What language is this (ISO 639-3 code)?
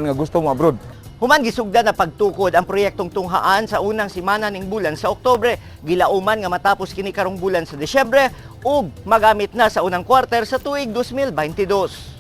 ceb